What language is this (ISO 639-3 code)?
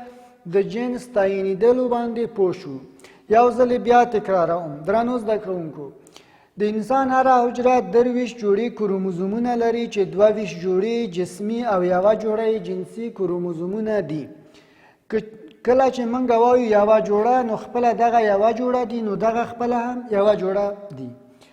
pus